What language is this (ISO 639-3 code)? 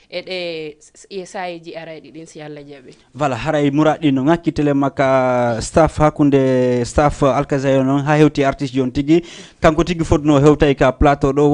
ful